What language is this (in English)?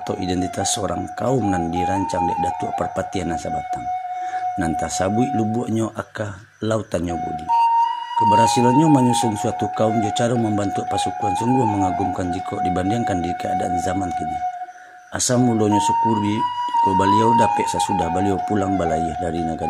Minangkabau